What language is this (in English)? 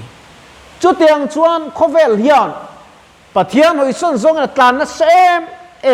Mizo